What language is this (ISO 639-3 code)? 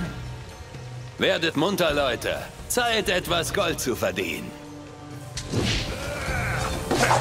deu